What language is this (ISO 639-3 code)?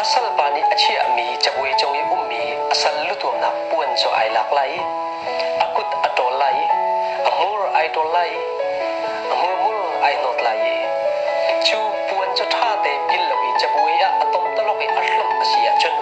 cnh